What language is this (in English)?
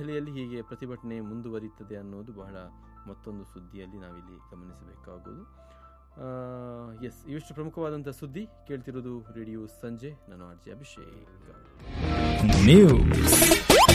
Kannada